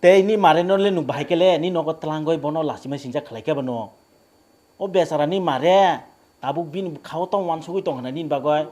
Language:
Kok Borok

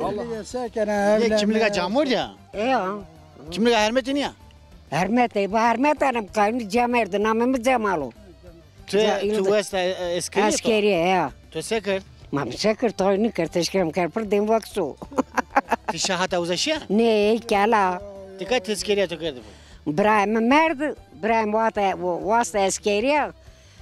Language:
Zaza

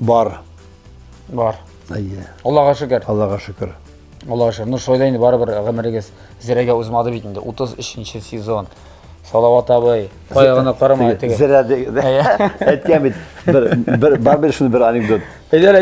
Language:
Tatar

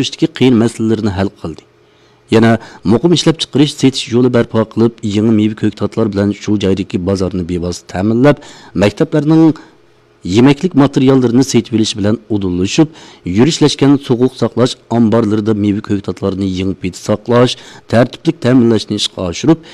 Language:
Uyghur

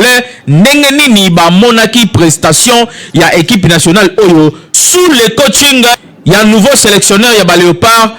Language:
Lingala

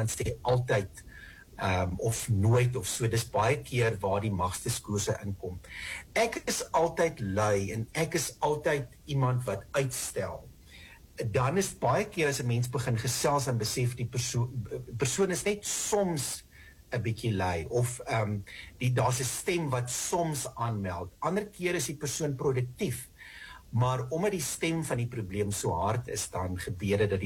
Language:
Afrikaans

